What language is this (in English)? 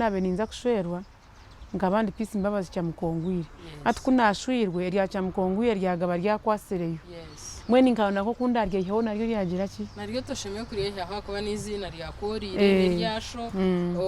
Nyankole